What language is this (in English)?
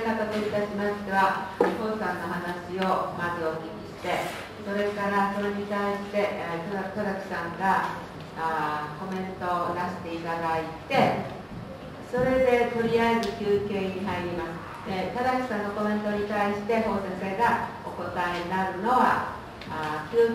Japanese